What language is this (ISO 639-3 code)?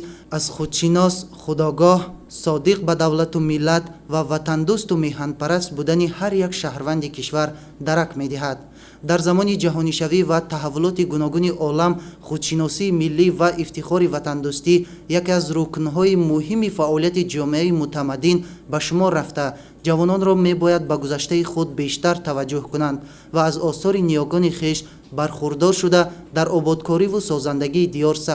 tgk